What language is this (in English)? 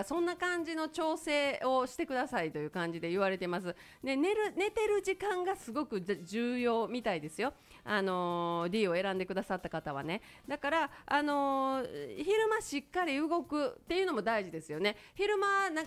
Japanese